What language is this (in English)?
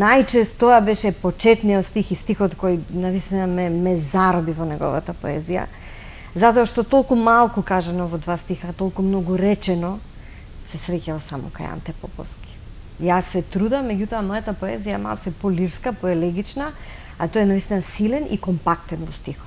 Macedonian